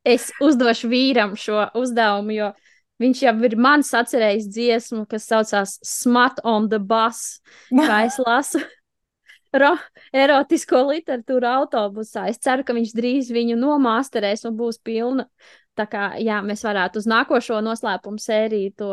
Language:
Latvian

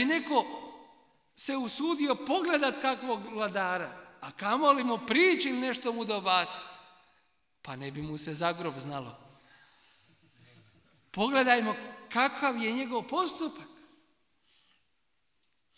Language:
Bosnian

